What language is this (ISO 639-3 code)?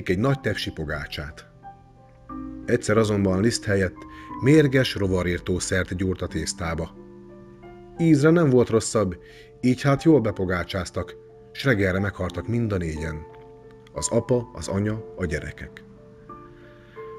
hun